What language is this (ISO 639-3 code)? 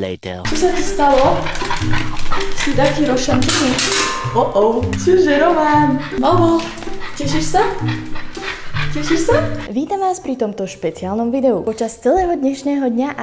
slk